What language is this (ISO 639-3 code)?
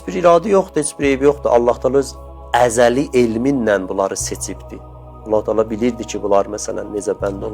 aze